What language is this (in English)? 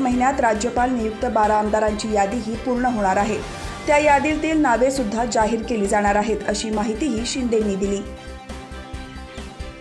Marathi